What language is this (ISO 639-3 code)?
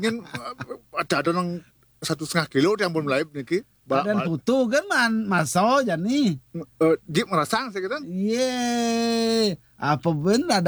ban